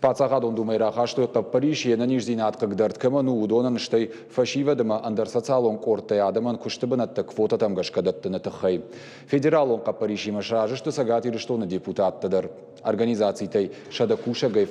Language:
Ossetic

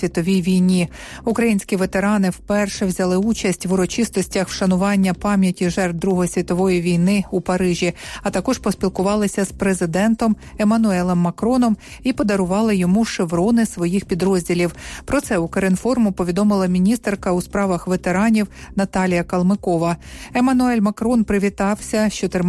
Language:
Ukrainian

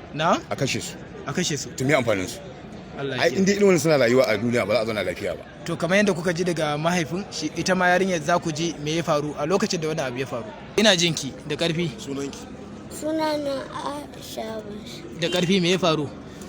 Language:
Hausa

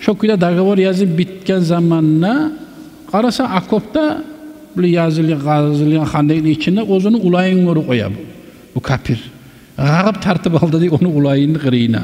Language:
Kumyk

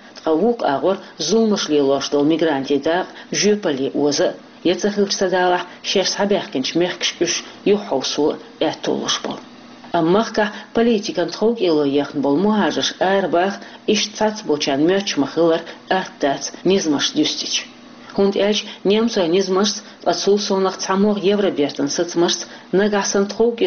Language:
Chechen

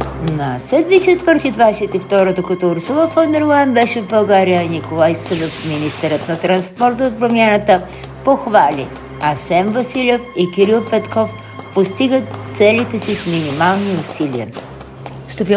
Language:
Bulgarian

